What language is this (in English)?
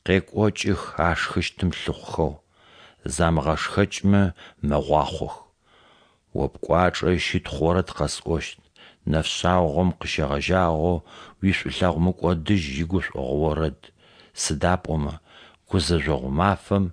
Adyghe